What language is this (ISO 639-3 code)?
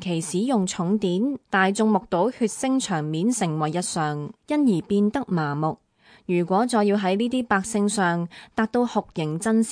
yue